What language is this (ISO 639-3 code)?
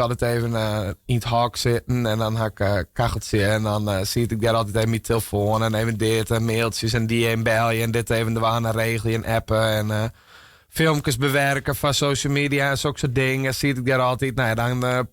fry